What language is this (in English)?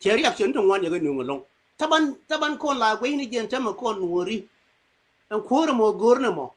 Nuer